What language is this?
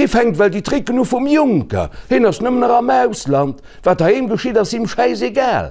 Luxembourgish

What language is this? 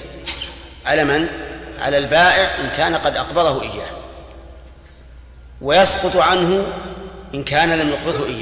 Arabic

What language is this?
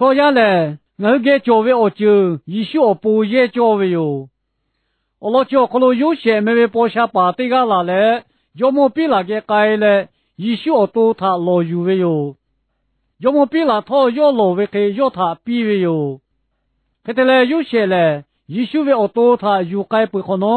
Lahu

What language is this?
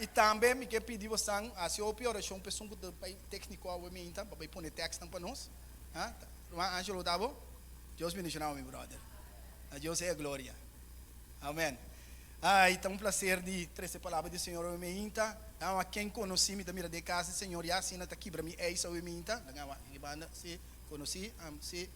Papiamento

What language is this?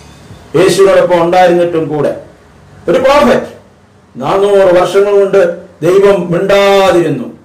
Malayalam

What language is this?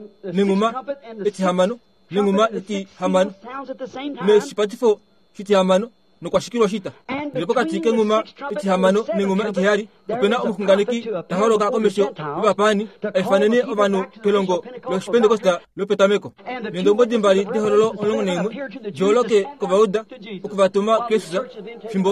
Kuanyama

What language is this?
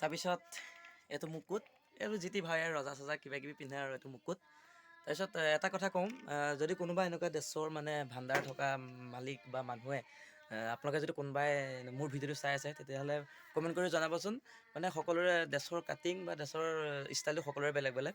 Assamese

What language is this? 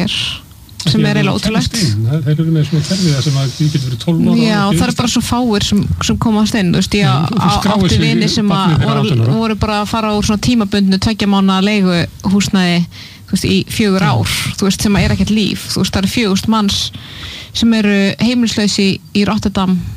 Icelandic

